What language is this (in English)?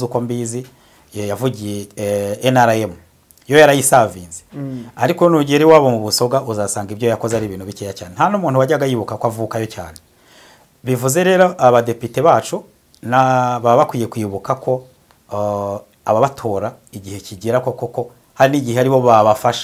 Kinyarwanda